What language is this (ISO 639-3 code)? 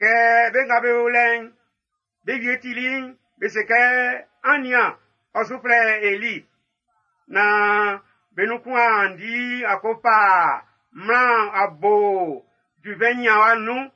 bci